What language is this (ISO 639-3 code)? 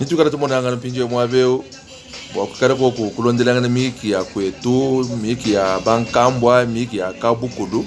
lua